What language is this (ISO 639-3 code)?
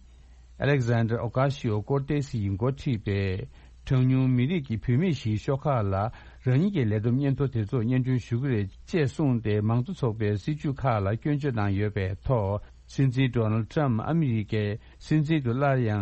bod